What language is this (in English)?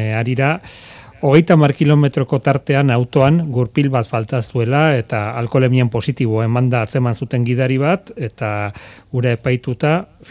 Basque